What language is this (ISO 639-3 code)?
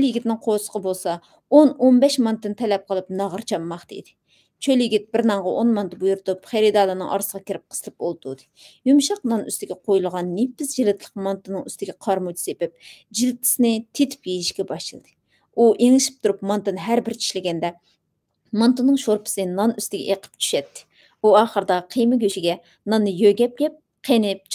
uig